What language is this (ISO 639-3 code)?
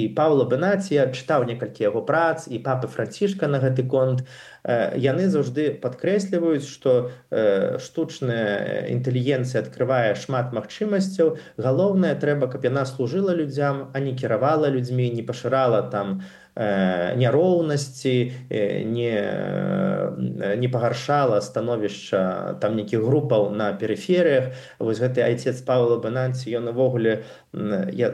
bel